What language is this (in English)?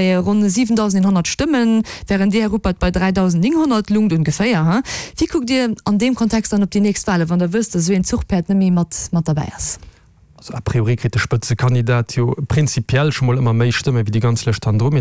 Luxembourgish